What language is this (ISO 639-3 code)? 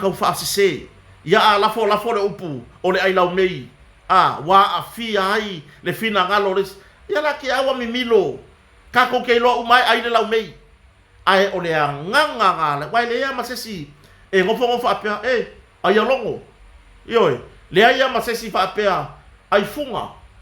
smo